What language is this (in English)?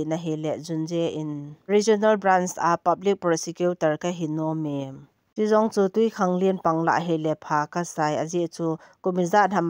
Thado Chin